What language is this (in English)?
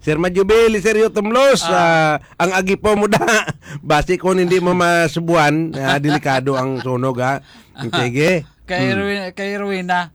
Hiligaynon